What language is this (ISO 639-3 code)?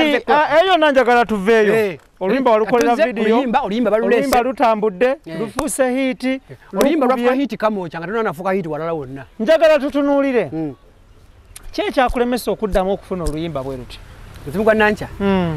lug